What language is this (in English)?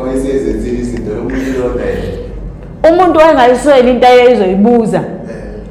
Zulu